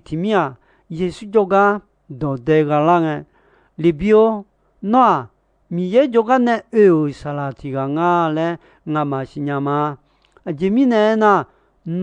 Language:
Akha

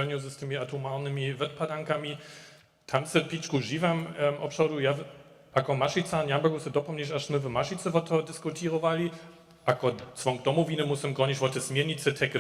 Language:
Upper Sorbian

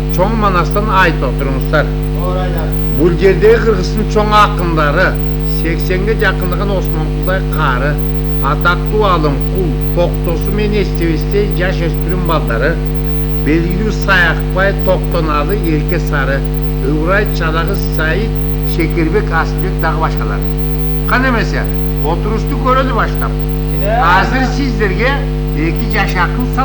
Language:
Kyrgyz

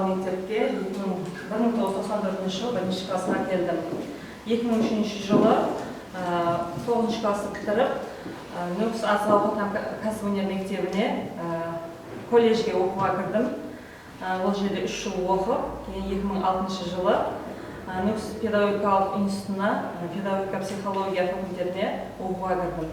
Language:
Kara-Kalpak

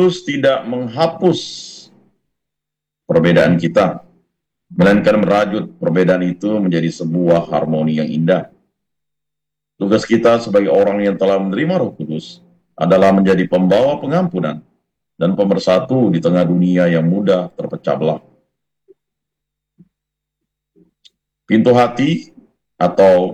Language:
Indonesian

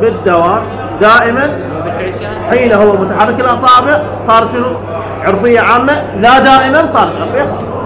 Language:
Mesopotamian Arabic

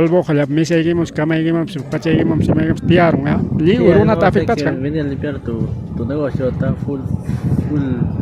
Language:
Ayacucho Quechua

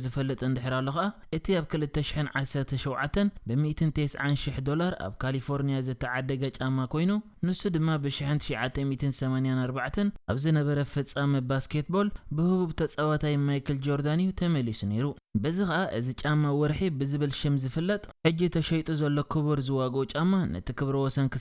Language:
Tigrinya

